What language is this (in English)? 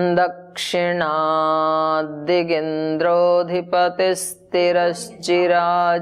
Sanskrit